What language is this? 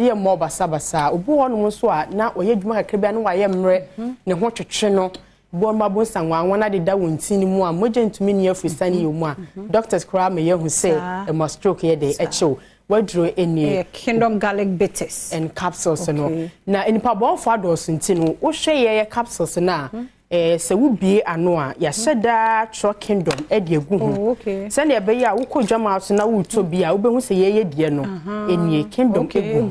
Akan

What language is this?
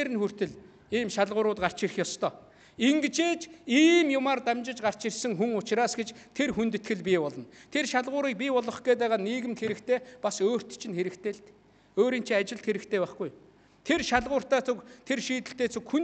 Mongolian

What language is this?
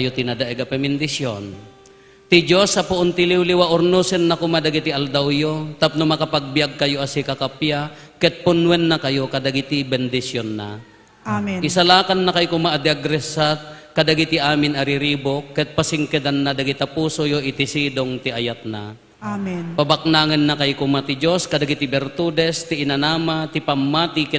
Iloko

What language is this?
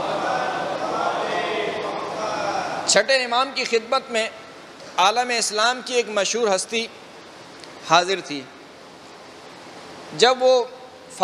Urdu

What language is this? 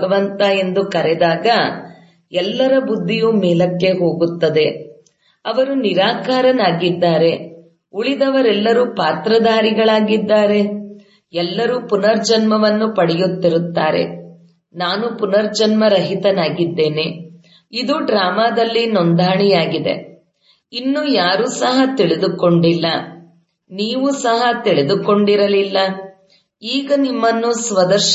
Kannada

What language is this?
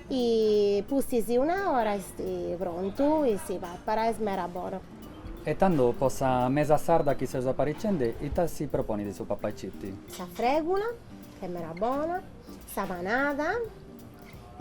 Sardinian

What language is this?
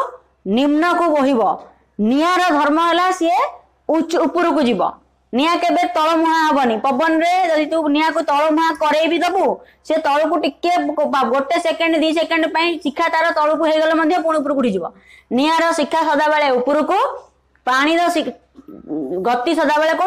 Odia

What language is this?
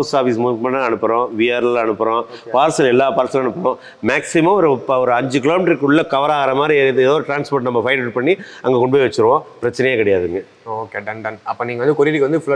Tamil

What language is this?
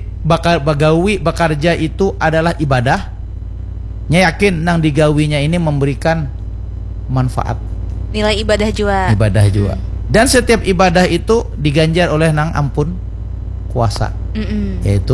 Banjar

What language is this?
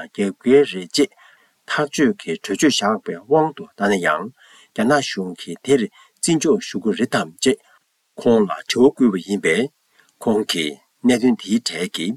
Tibetan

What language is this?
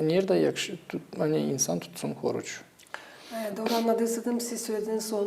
Gagauz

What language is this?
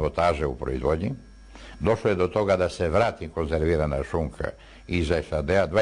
Serbian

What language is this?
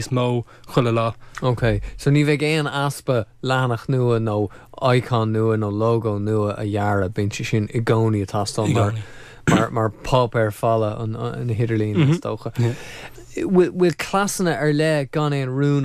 Irish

